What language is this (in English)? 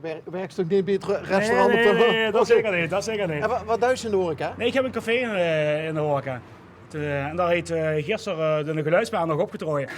Limburgish